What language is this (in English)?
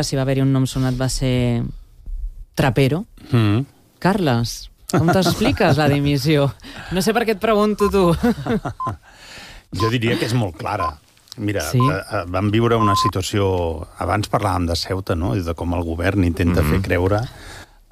Catalan